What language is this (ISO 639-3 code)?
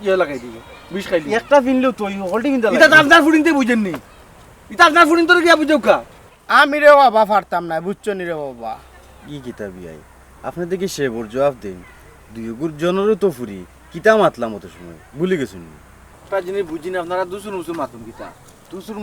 syl